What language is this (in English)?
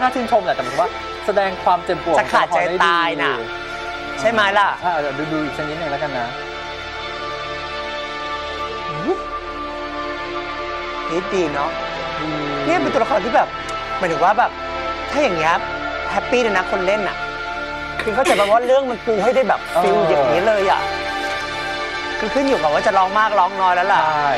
Thai